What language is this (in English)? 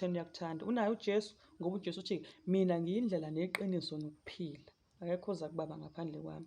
Zulu